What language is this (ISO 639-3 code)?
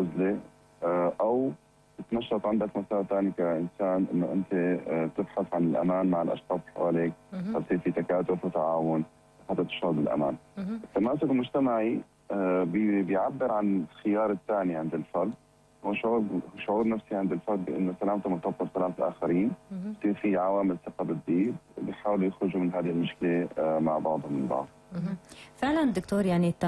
apc